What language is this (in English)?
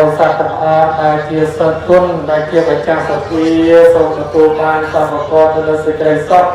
Khmer